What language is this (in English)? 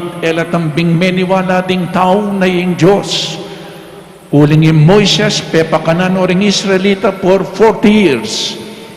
Pampanga